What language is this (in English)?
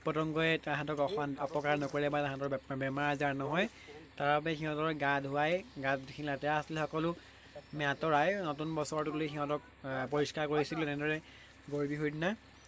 Assamese